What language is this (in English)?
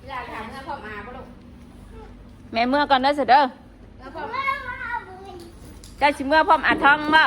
Northeastern Thai